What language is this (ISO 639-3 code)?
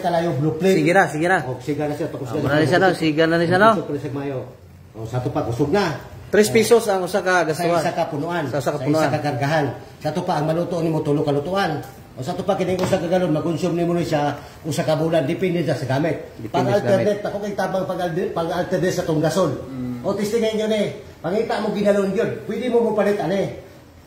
ceb